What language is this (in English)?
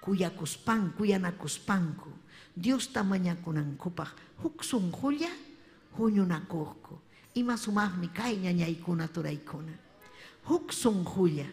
Ayacucho Quechua